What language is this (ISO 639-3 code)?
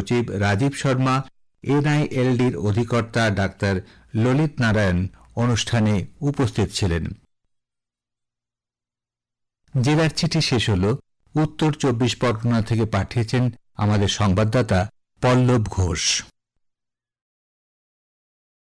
ben